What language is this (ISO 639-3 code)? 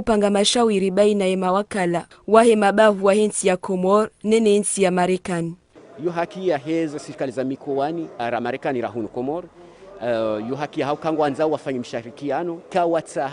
zdj